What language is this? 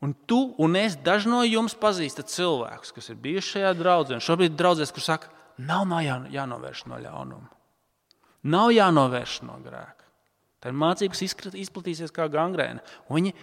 Latvian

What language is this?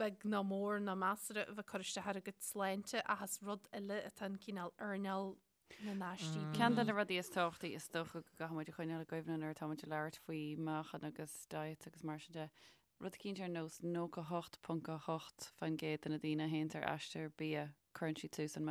Irish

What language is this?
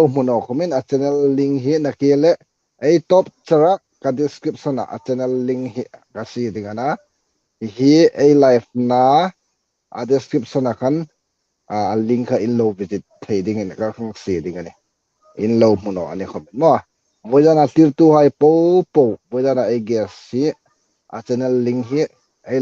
Hmar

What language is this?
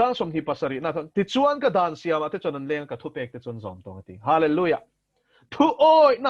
Mizo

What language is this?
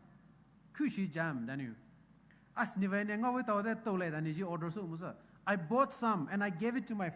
Poumei Naga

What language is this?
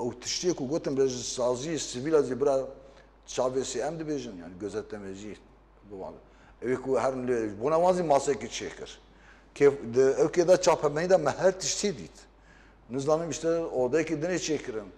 Kurdish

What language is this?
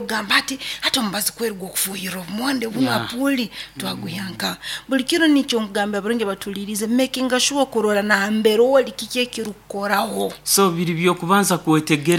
Nyoro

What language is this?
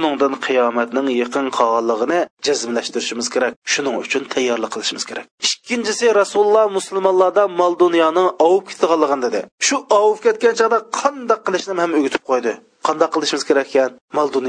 Uyghur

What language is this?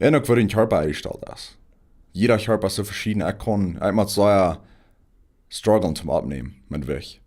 Plautdietsch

